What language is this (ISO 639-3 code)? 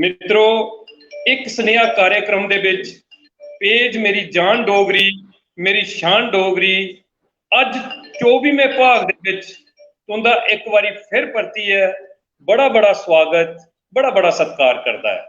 doi